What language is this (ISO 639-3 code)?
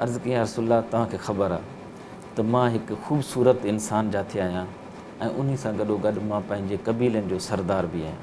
snd